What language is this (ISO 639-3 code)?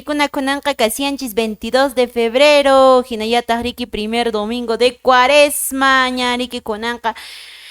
que